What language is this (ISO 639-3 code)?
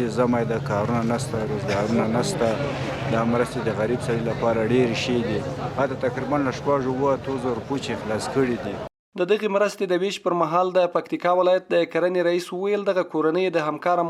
pus